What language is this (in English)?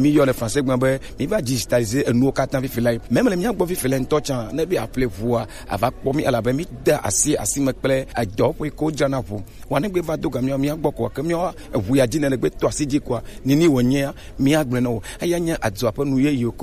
Gen